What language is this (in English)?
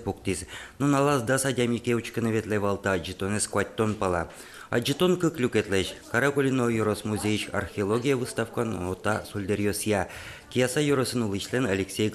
Udmurt